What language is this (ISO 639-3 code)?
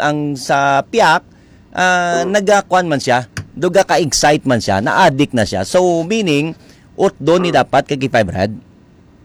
hil